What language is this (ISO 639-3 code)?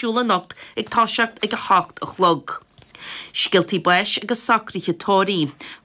gle